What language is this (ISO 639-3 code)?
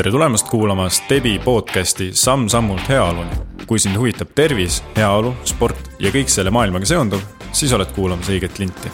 est